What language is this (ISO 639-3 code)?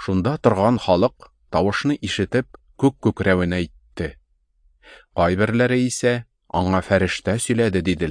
tat